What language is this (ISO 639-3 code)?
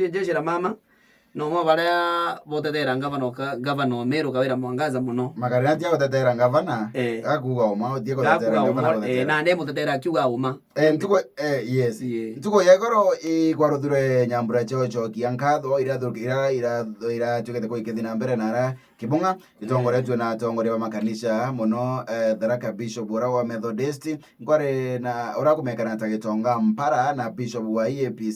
mer